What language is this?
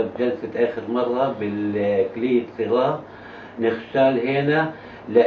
North Levantine Arabic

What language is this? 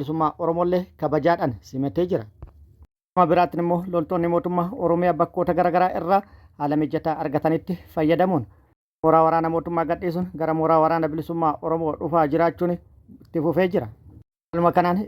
Oromo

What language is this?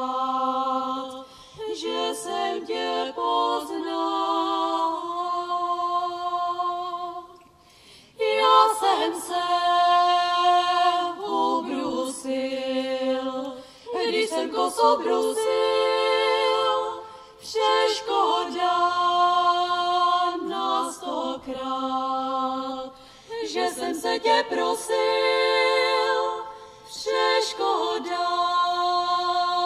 Czech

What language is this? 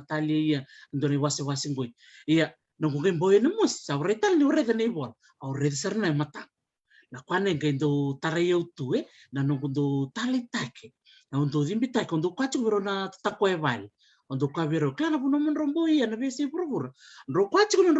Fijian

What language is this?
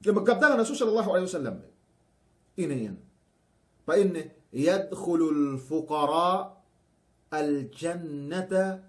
Yakan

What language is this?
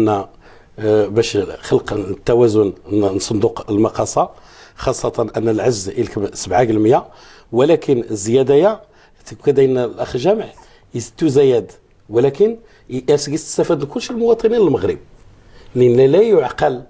Moroccan Arabic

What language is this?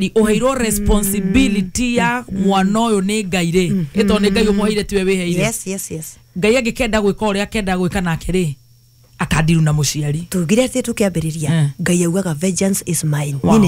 Kikuyu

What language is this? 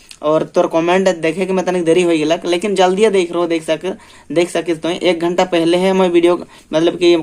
Sadri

